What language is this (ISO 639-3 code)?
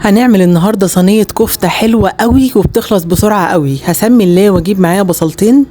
arz